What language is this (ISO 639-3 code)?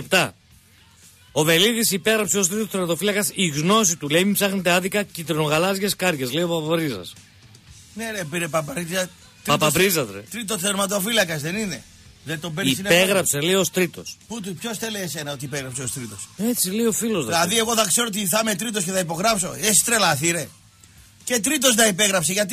ell